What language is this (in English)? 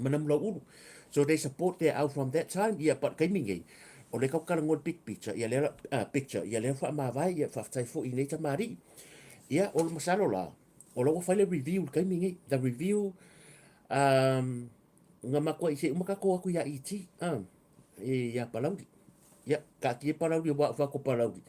Samoan